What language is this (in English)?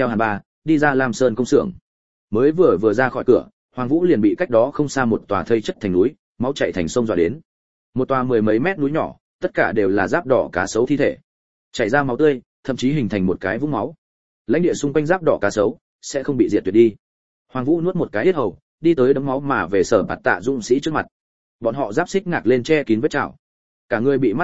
Vietnamese